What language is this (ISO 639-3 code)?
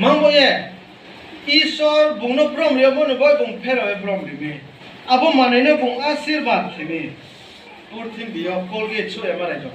ria